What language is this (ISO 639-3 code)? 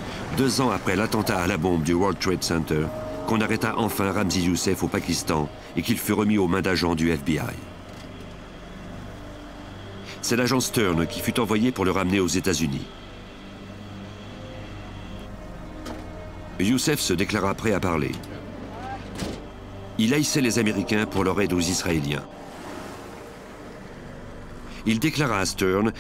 fra